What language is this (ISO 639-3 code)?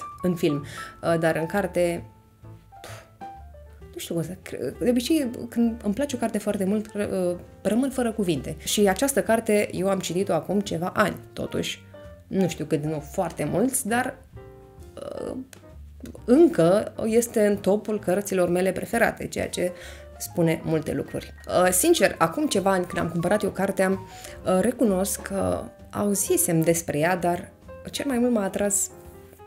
ron